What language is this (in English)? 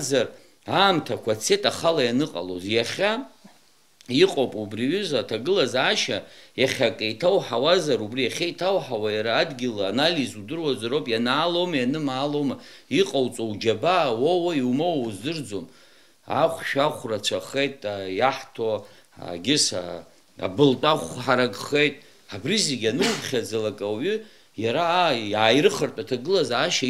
Abkhazian